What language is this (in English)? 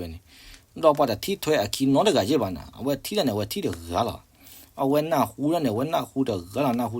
S'gaw Karen